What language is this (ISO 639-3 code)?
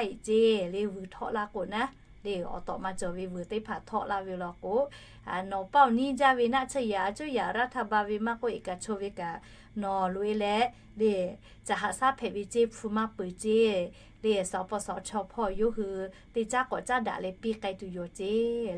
lhu